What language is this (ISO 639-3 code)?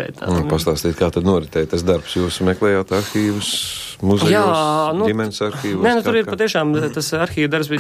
lav